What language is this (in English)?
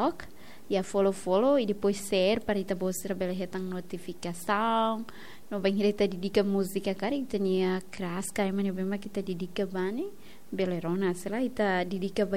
Tetum